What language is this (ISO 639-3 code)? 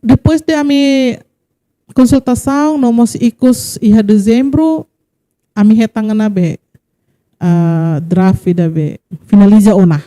tet